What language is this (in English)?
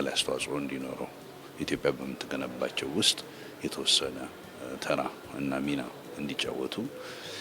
Amharic